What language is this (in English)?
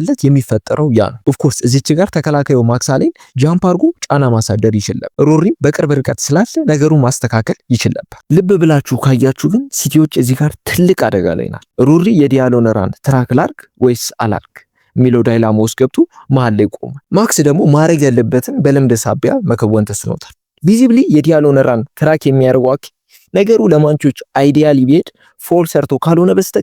Amharic